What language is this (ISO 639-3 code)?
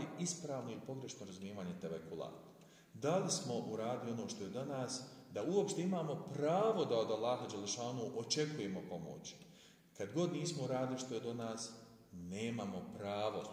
bos